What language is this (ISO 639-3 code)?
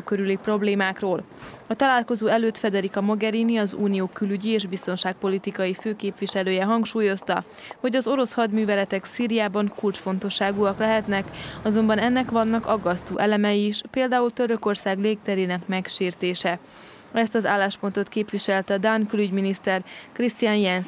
hun